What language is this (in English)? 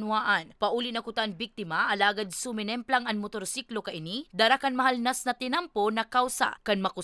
Bikol